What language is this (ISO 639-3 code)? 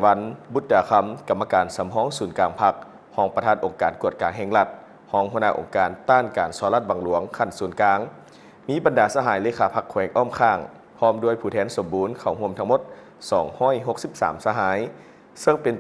lao